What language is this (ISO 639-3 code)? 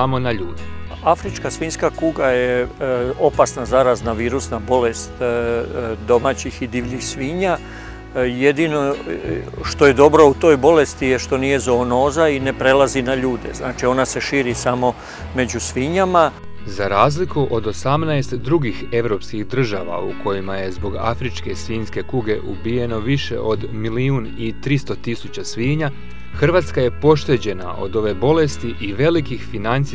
hrv